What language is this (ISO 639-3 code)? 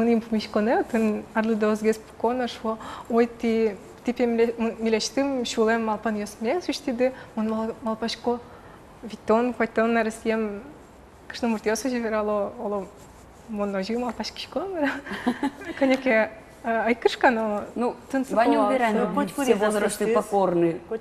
udm